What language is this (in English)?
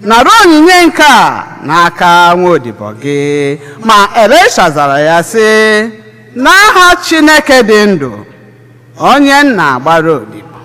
Igbo